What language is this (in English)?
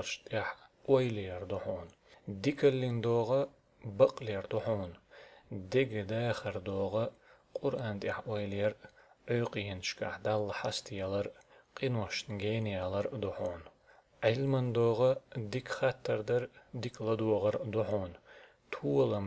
Chechen